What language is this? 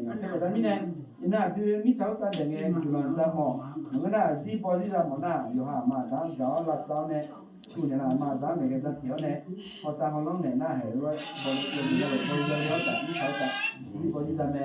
Akha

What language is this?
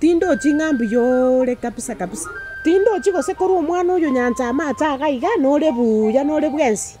Gusii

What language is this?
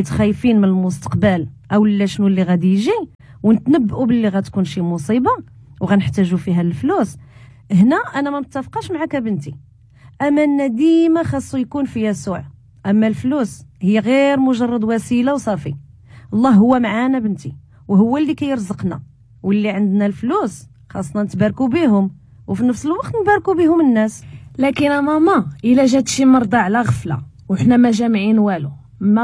Moroccan Arabic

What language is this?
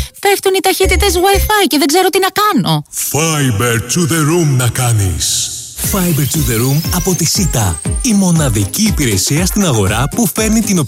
Greek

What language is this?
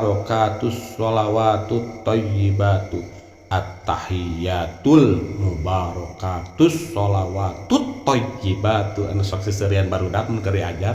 Sundanese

